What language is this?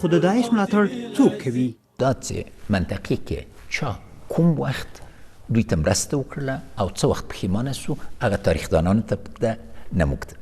Pashto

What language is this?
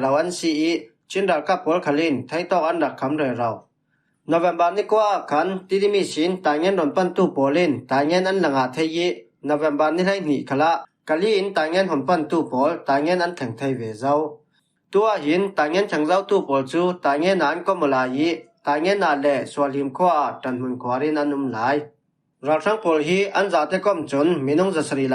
Falam Chin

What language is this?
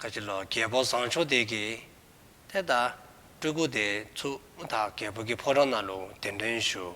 Dzongkha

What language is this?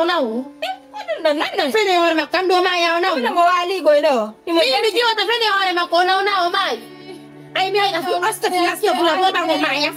Fula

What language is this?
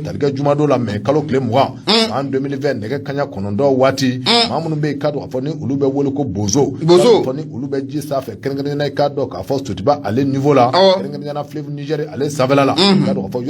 Bambara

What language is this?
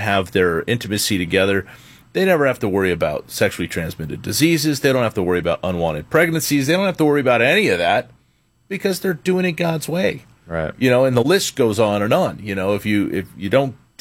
English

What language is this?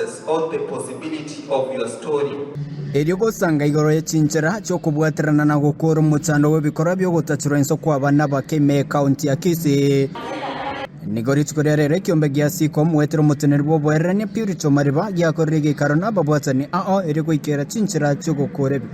Gusii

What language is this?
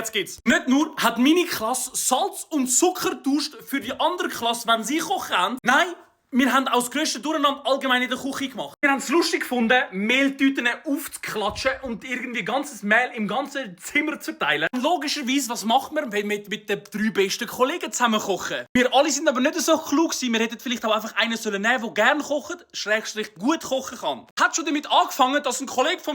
Swiss German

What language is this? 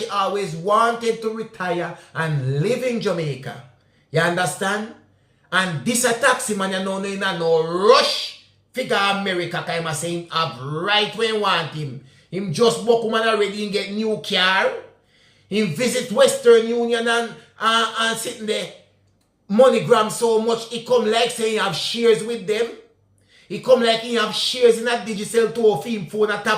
Jamaican Creole English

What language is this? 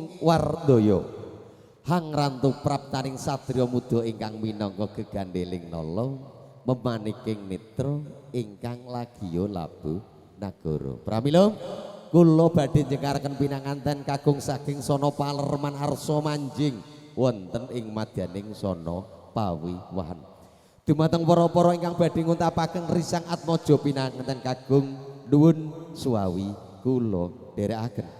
Javanese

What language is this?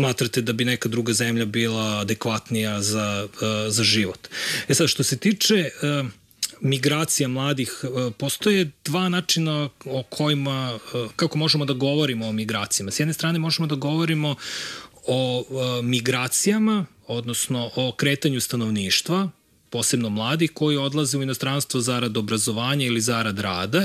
Serbian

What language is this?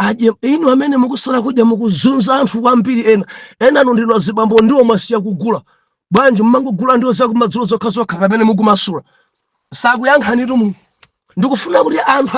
Nyanja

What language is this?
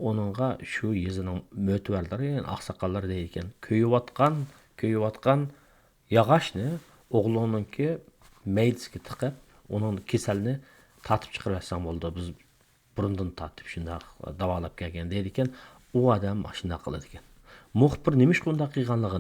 Uyghur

